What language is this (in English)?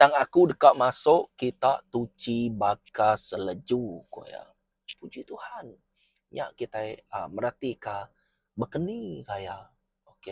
Iban